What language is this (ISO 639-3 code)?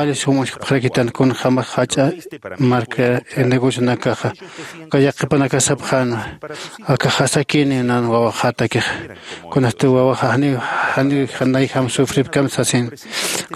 aym